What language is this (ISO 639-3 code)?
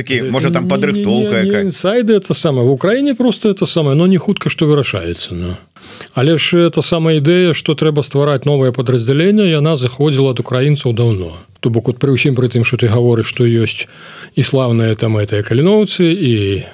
bel